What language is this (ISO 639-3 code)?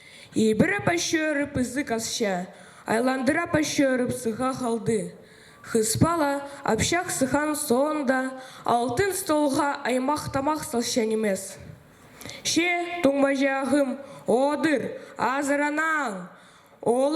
kjh